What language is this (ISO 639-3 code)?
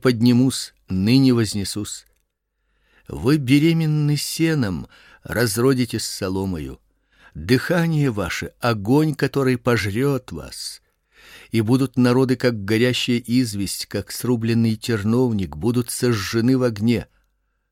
rus